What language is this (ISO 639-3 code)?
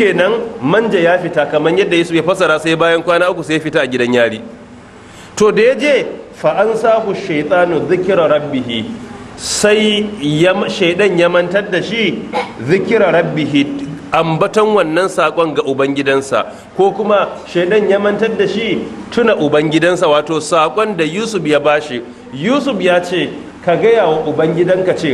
hau